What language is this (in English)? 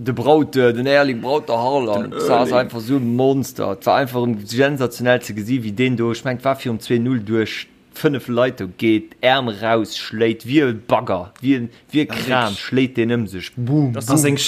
Luxembourgish